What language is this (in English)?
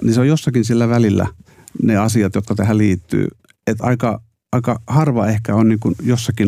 Finnish